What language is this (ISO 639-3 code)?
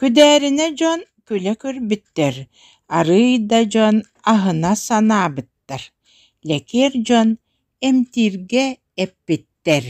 sah